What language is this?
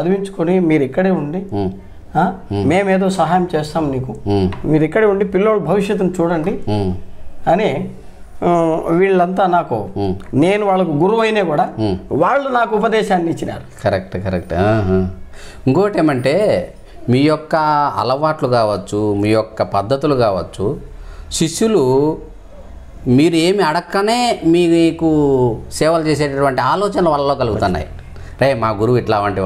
Telugu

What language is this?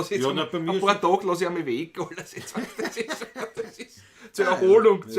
Bavarian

